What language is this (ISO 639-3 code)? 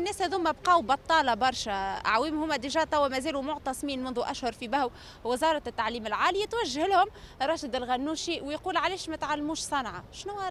aeb